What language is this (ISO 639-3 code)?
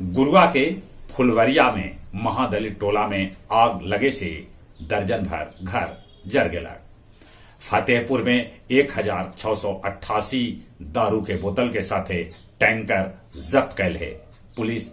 mag